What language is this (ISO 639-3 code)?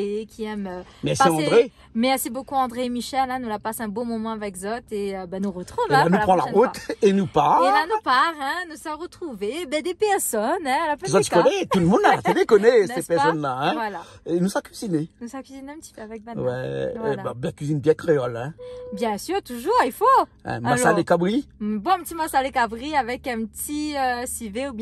rcf